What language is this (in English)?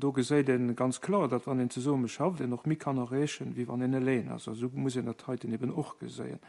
Luxembourgish